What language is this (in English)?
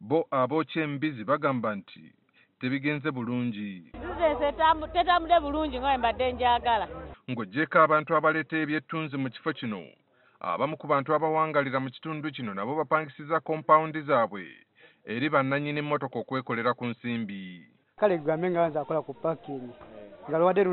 Ganda